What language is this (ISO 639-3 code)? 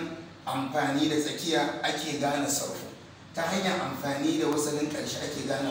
hau